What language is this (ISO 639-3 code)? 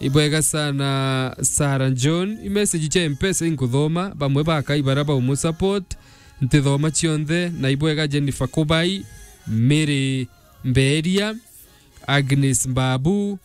mer